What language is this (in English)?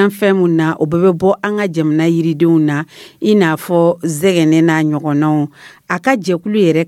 Dyula